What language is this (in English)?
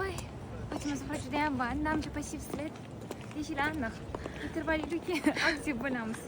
Uzbek